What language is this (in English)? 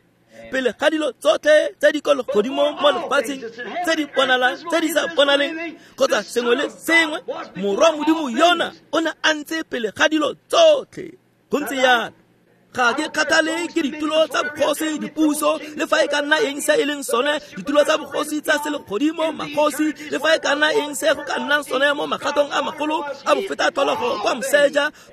Tswana